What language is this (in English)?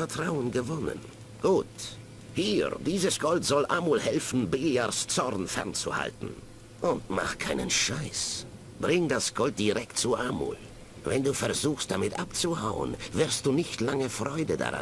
Bavarian